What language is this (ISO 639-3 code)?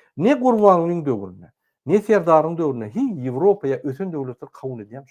tuk